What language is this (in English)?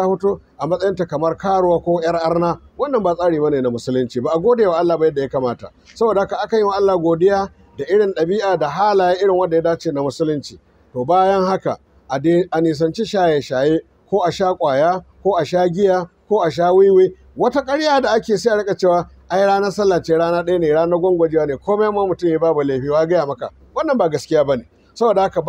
Hausa